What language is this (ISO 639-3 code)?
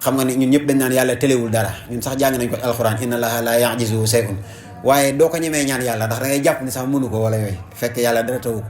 wol